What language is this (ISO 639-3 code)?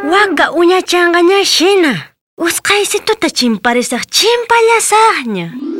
quh